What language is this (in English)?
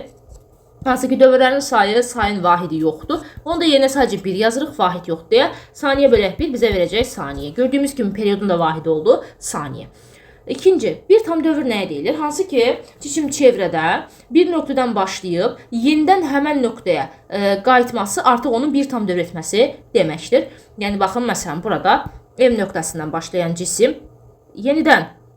Azerbaijani